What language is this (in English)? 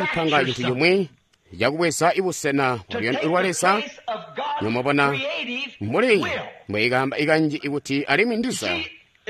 Tonga (Zambia)